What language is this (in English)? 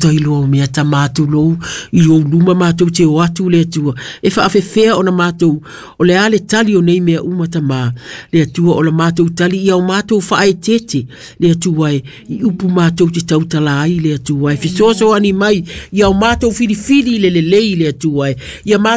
Samoan